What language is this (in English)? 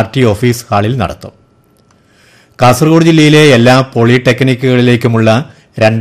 Malayalam